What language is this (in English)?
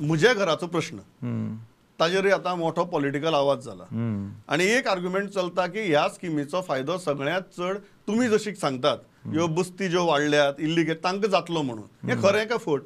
Konkani